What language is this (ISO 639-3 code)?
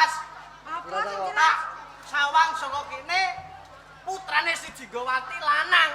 jav